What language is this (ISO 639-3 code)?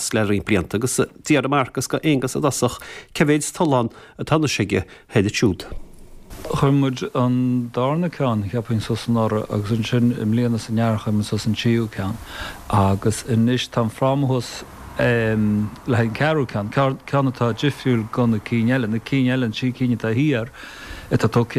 gle